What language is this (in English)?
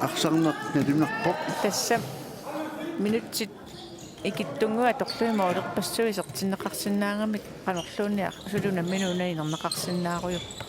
Kalaallisut